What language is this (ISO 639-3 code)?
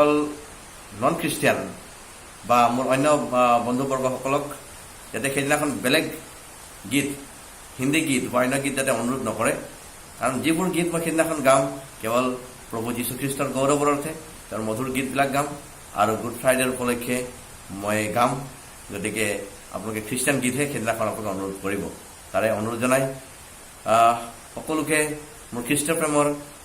asm